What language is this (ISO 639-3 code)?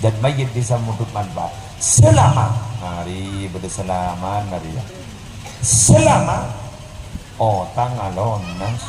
mad